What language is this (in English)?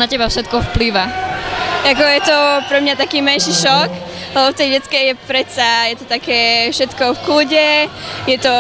Slovak